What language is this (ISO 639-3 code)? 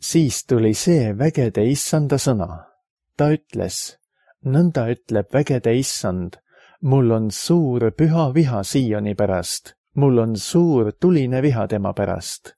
est